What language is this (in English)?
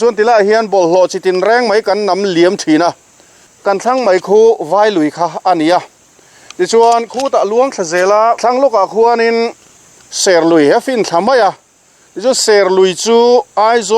Mizo